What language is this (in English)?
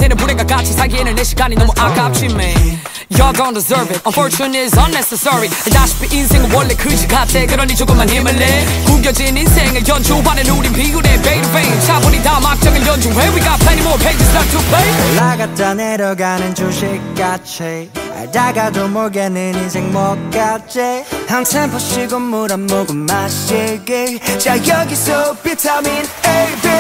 Korean